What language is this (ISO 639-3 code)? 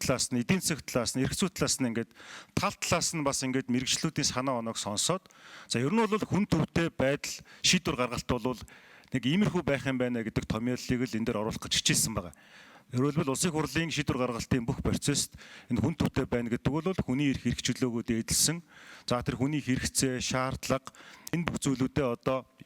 mon